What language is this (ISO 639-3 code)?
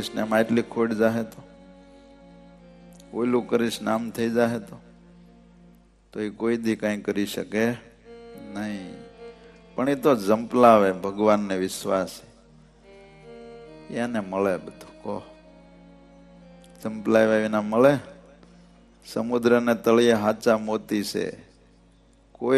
guj